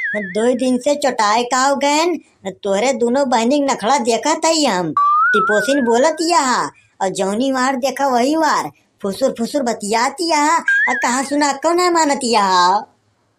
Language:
Awadhi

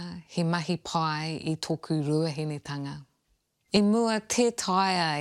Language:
Māori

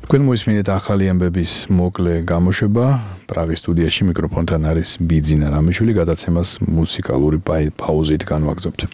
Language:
Georgian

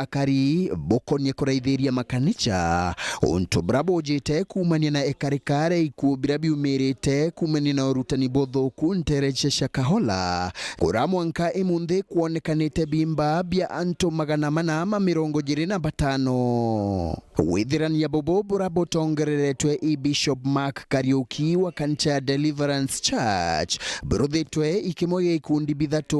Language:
Meru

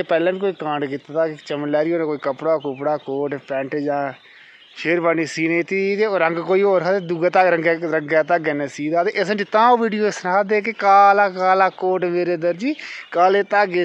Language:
Dogri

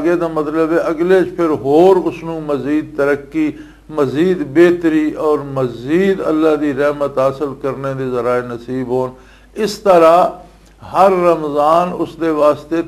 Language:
Western Panjabi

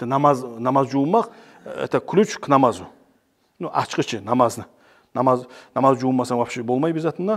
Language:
Kumyk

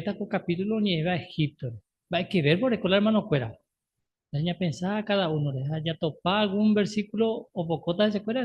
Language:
Guarani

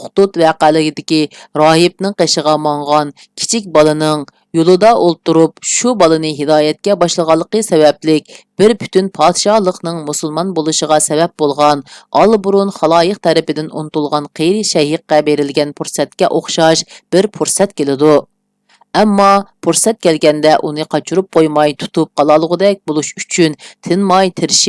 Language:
Uyghur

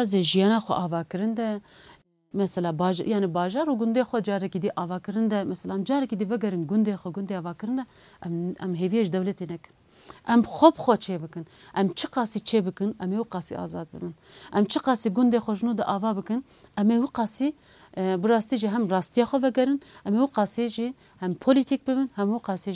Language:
Kurdish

